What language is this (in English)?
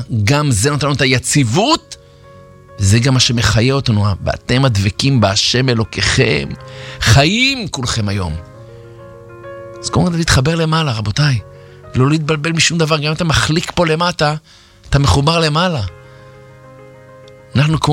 Hebrew